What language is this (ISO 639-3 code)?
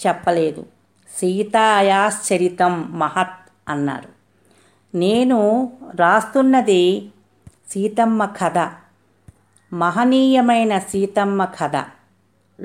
tel